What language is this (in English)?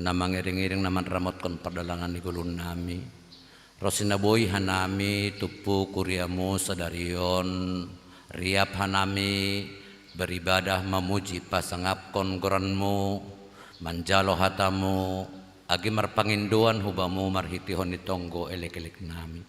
Batak Simalungun